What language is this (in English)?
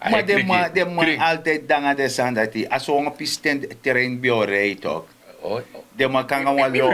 Sranan Tongo